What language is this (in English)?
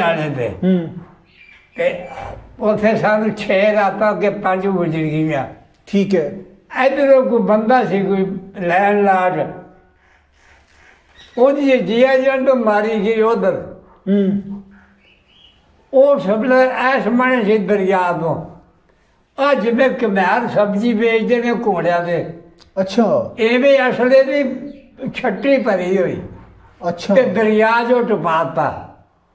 Punjabi